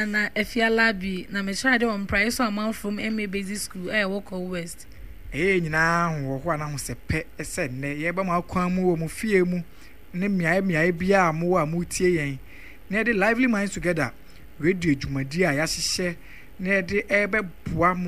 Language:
Akan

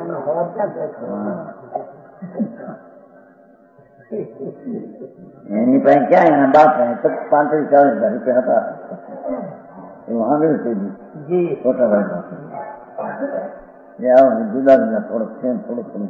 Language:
Gujarati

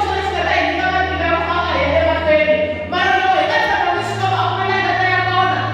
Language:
Tsonga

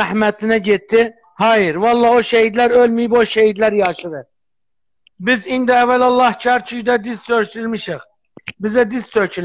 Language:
South Azerbaijani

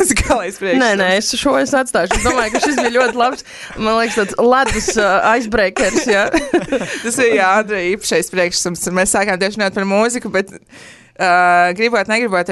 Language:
Latvian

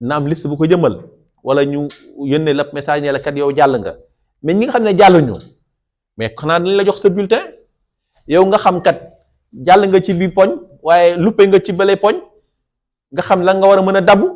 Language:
Wolof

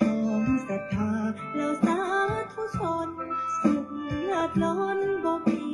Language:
Pali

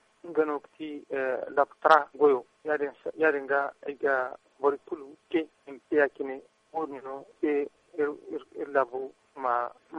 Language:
Zarma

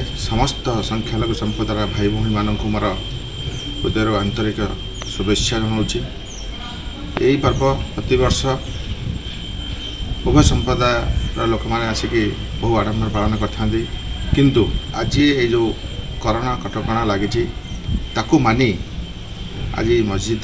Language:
Odia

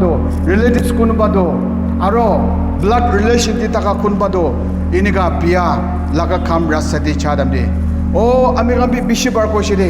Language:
Naga Pidgin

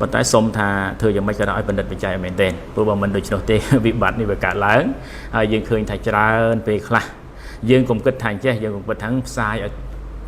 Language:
Khmer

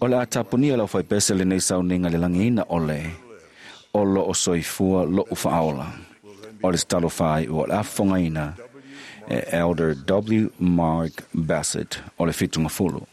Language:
Samoan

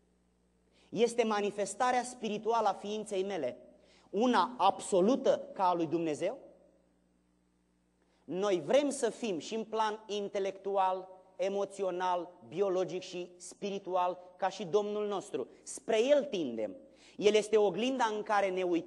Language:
Romanian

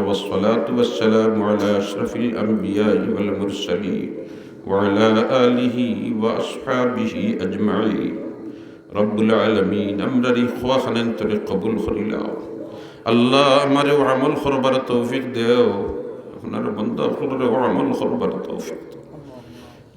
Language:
Sylheti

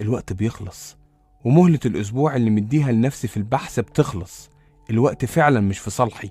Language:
Egyptian Arabic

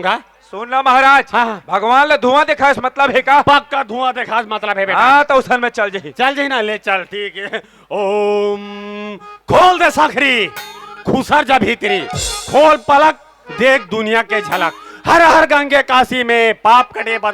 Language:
Chhattisgarhi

